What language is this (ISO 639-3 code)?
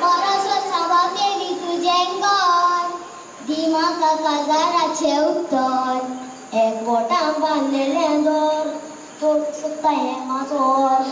kok